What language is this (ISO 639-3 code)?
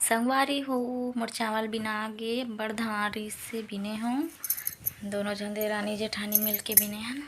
hne